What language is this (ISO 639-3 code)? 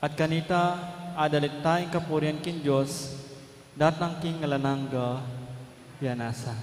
pam